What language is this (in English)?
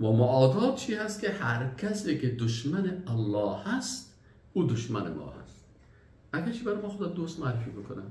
Persian